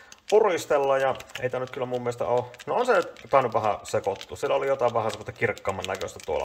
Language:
Finnish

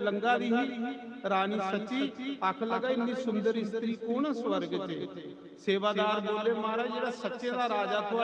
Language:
Dogri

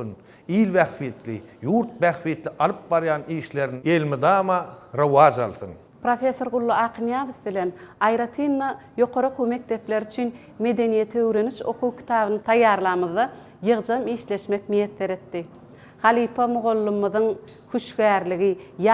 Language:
Turkmen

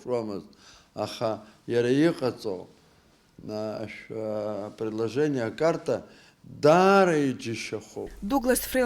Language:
Abkhazian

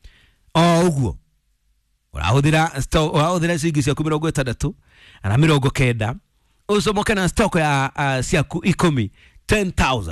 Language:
Kikuyu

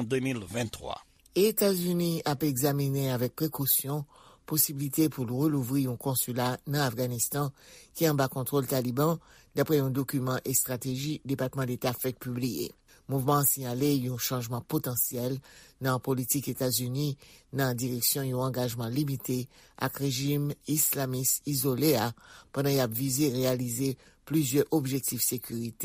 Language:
Haitian Creole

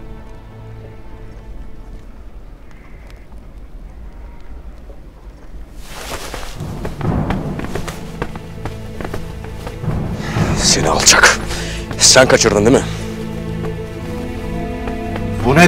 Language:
Turkish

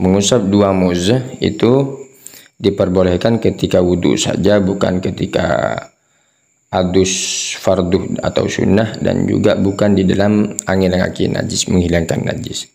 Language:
Madurese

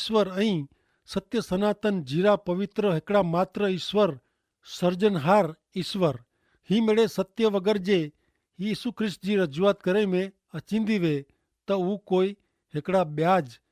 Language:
Kachhi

